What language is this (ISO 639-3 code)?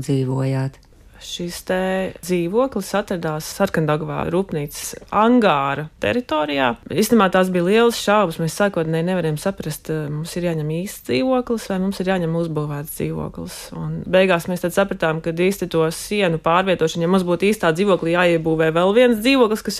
lav